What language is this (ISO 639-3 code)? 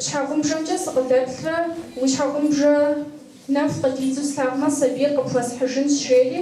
kbd